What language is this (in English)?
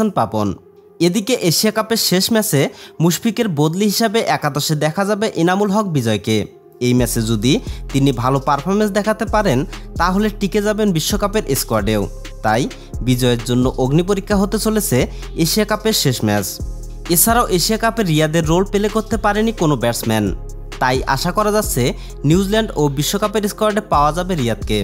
Bangla